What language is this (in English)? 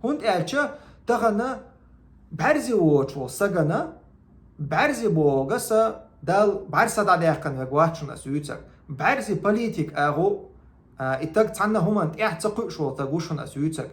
Chechen